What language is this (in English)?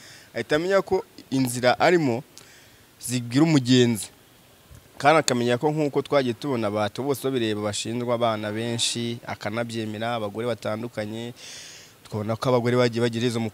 Kinyarwanda